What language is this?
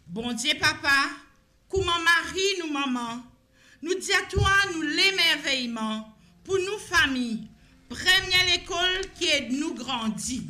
Morisyen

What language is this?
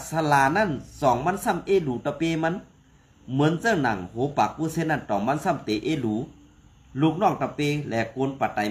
Shan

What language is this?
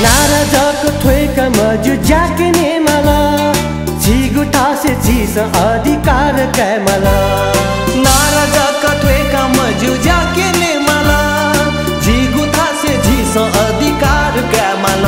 Newari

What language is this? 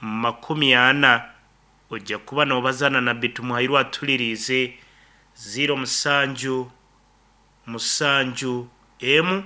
Nyankole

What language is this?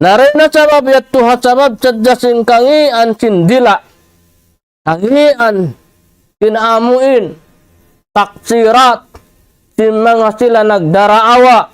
Tausug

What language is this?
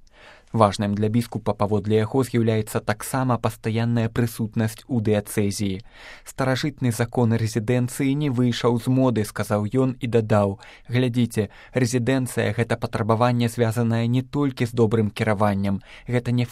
Belarusian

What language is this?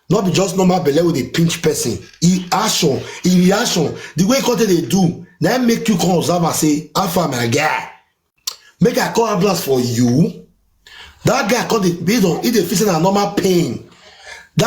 Nigerian Pidgin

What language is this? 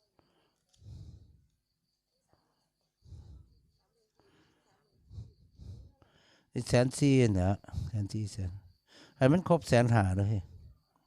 Northeastern Thai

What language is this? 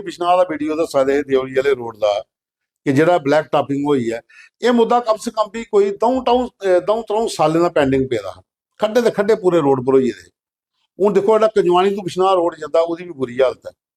Dogri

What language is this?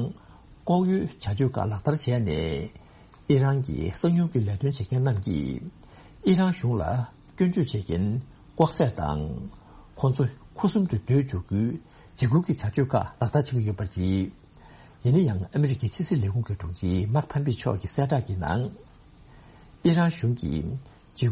Tibetan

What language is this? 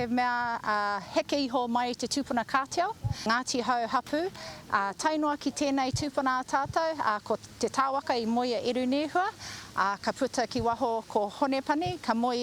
Māori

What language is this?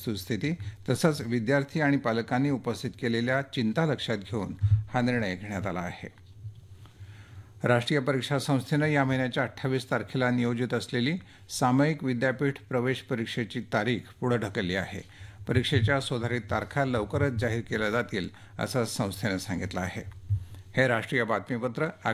Marathi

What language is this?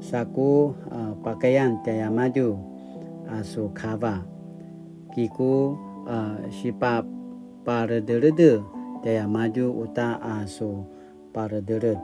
Paiwan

